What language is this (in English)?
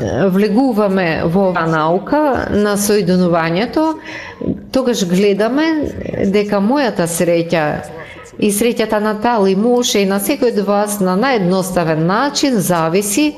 Macedonian